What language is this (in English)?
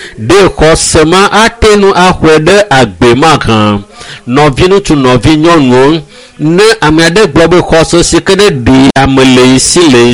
Ewe